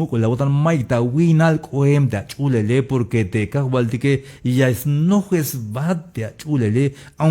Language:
Tzeltal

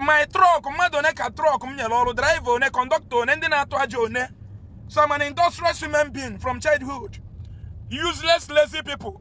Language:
Igbo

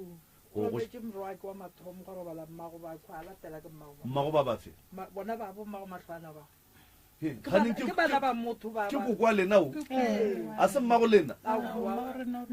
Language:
Northern Sotho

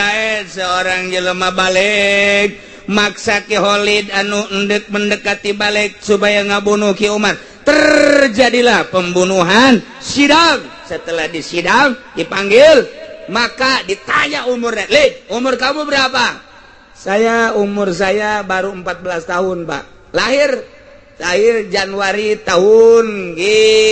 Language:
Sundanese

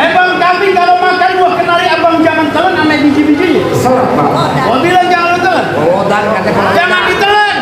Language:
Betawi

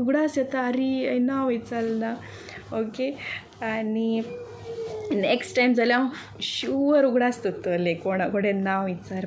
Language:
Konkani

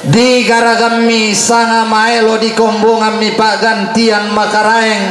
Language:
Toraja-Sa'dan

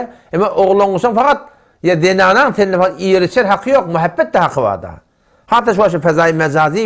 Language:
Turkmen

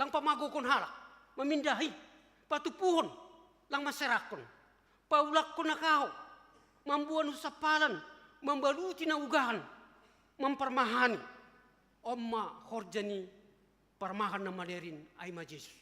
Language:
Batak Simalungun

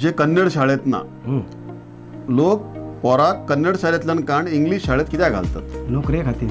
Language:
Konkani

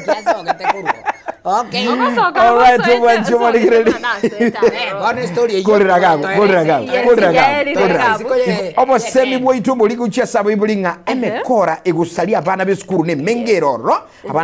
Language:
Gusii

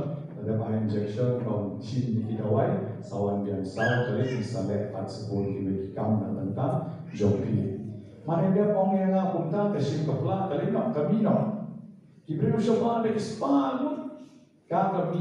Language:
Khasi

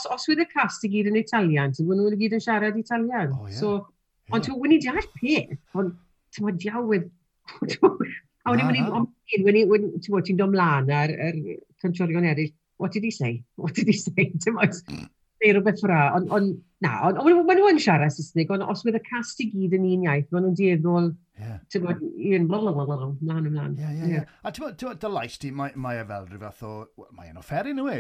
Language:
Welsh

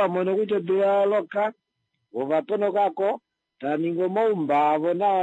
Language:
Kuanyama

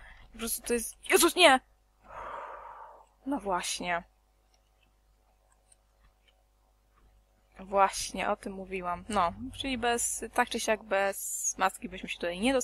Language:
Polish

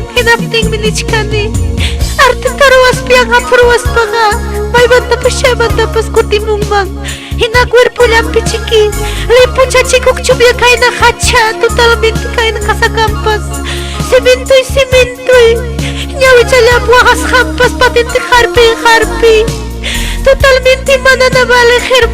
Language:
Ayacucho Quechua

